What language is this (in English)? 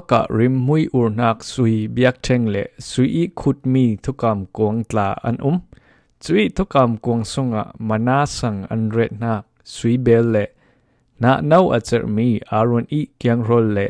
Falam Chin